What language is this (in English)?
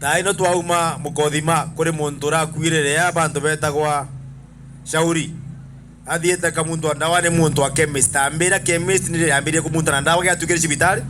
Meru